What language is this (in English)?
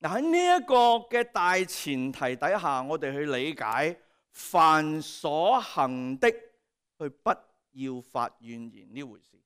Cantonese